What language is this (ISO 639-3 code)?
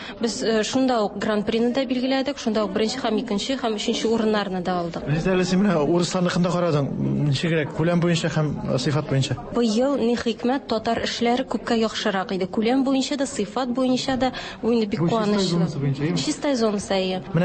tat